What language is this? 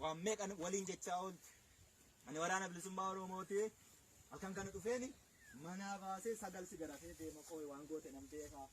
Oromo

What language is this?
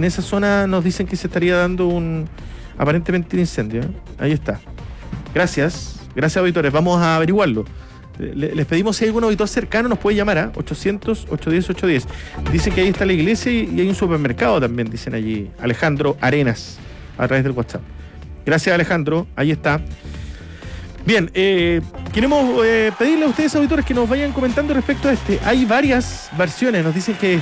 Spanish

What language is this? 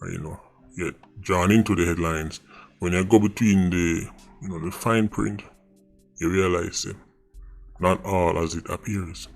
Jamaican Creole English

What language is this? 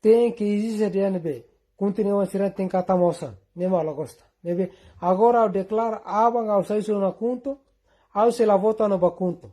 Tetum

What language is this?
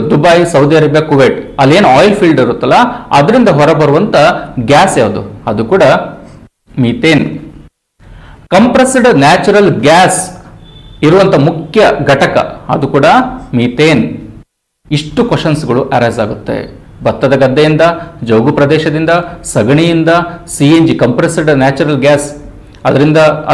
Kannada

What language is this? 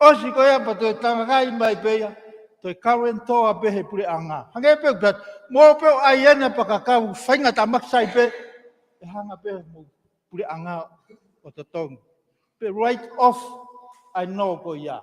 Tongan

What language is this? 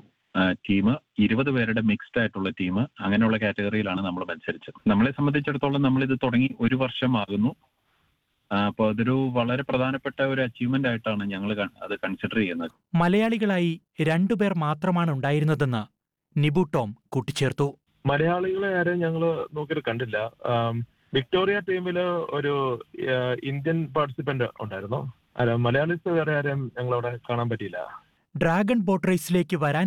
Malayalam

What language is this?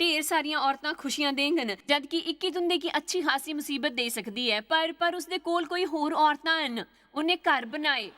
Dogri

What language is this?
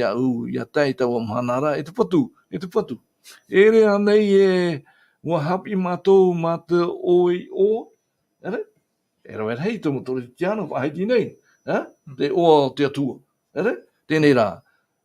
Tahitian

